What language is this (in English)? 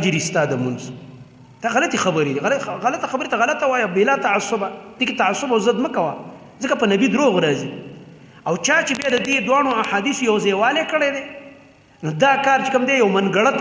Pashto